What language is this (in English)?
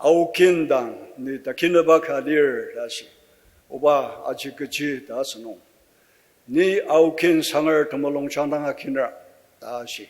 Ao Naga